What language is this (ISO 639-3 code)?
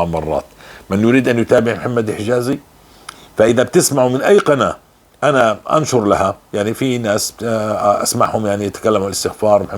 apc